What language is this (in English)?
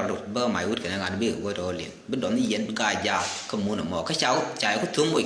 Nuer